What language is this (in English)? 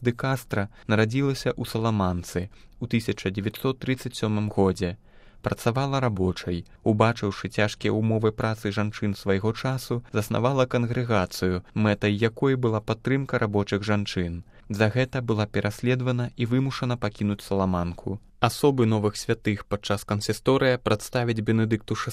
Belarusian